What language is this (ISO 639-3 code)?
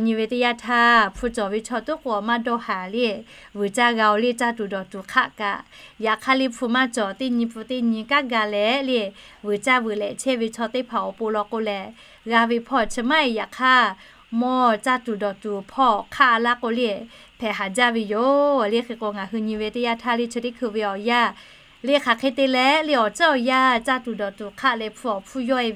lhu